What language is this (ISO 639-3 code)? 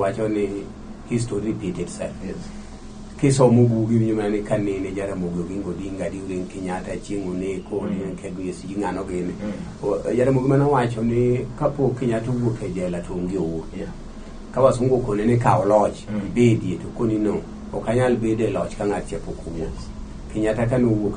luo